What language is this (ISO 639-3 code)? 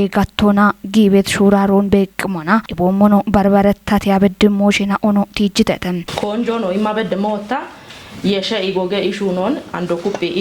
kbr